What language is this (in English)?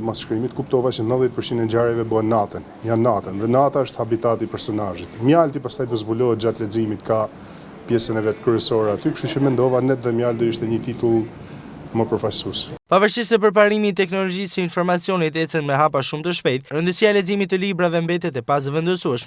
Albanian